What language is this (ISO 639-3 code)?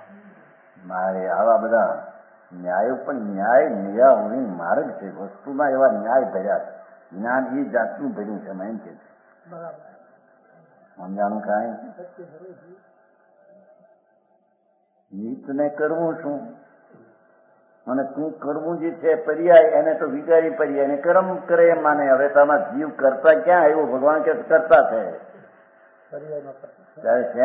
guj